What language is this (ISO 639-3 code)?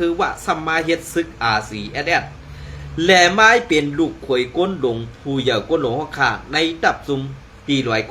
shn